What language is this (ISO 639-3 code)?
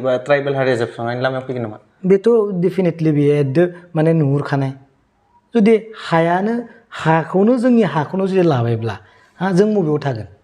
brx